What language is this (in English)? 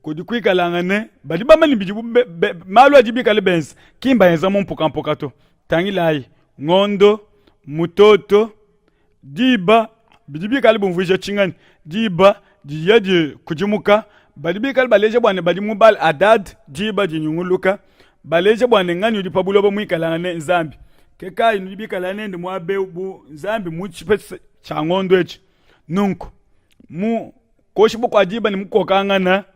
Luba-Lulua